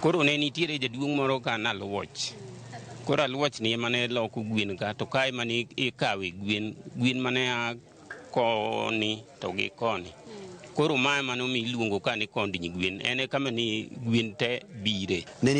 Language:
Luo (Kenya and Tanzania)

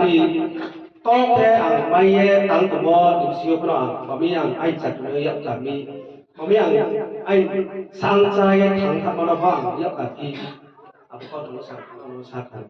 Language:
Riang (India)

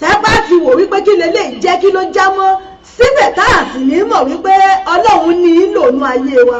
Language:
Yoruba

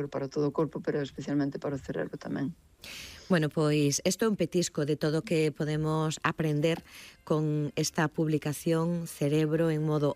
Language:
Galician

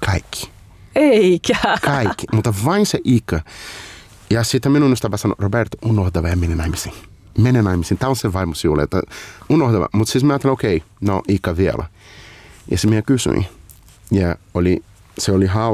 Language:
Finnish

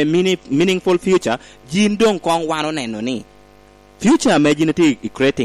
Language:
Lango (Uganda)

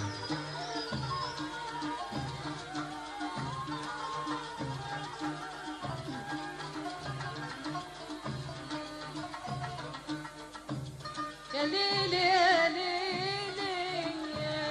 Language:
Egyptian Arabic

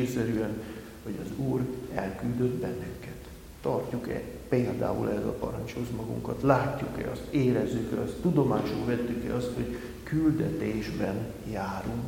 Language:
Hungarian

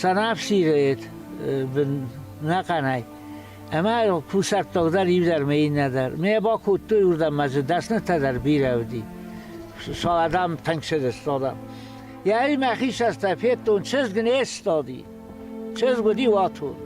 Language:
Ossetic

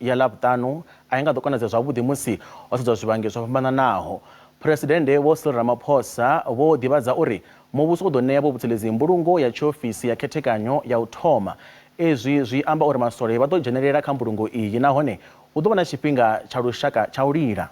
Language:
Venda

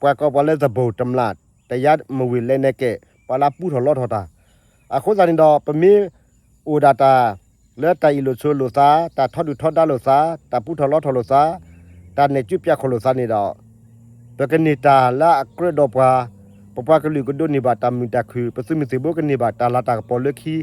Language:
S'gaw Karen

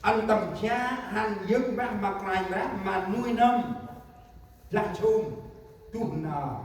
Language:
Central Mnong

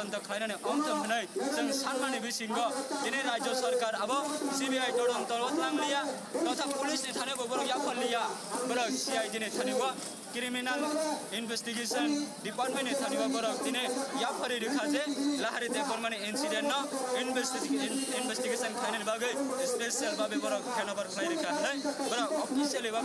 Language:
Kok Borok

